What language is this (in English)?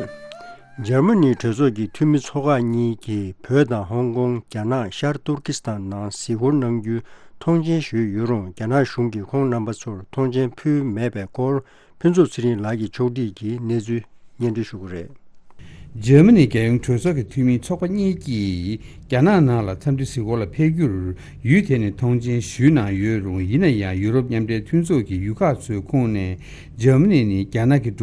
Tibetan